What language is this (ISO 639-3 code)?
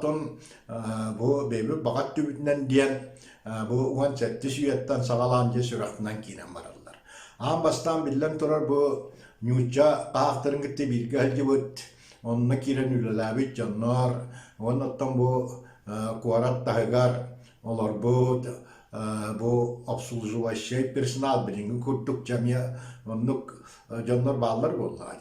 sah